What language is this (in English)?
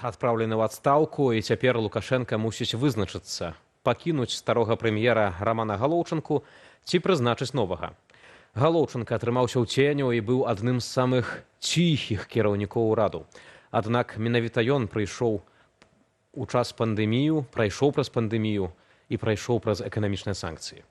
Belarusian